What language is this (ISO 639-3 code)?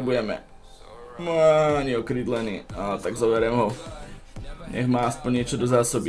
slk